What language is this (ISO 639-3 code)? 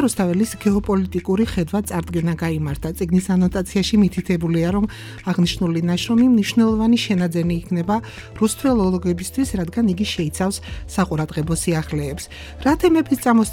kat